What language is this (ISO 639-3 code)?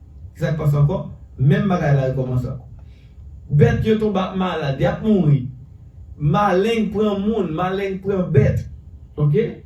hat